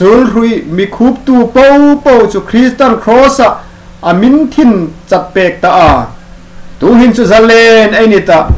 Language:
Hmar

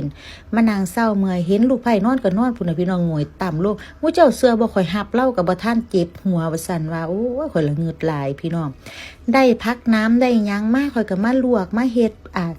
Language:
Lao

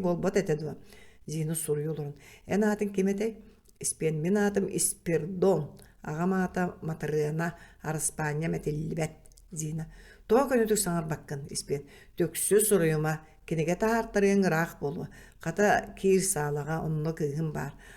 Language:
Yakut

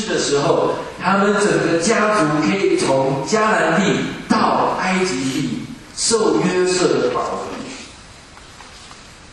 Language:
Chinese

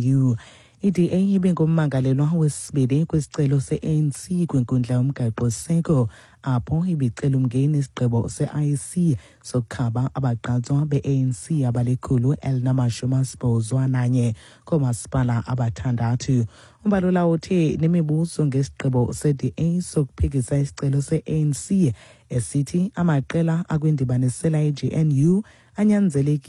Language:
Xhosa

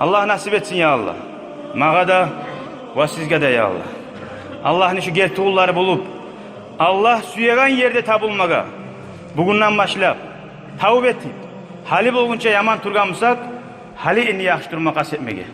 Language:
Kumyk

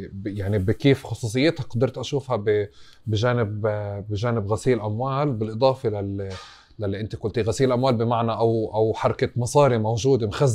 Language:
North Levantine Arabic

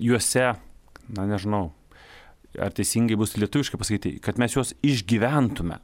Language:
Lithuanian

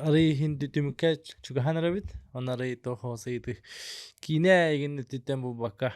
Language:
Yakut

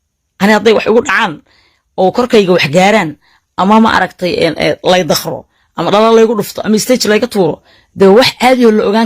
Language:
Somali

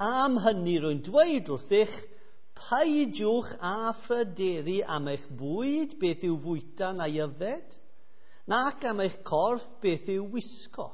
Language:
Welsh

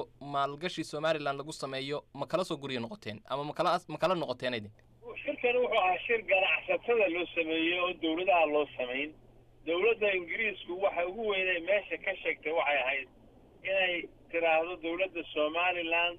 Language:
Somali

